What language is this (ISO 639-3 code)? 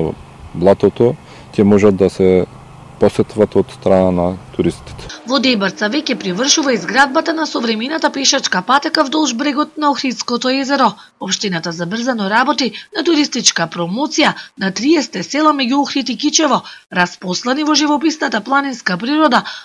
mkd